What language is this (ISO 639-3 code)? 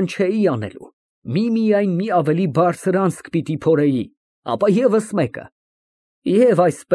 hye